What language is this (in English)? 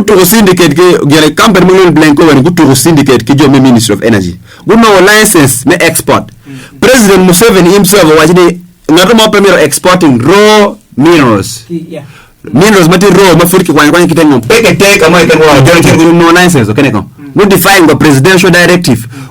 Acoli